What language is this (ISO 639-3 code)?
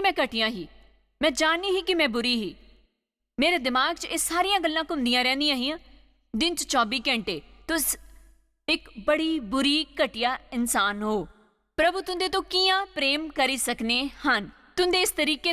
doi